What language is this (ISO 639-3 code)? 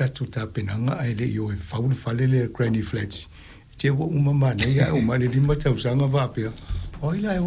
smo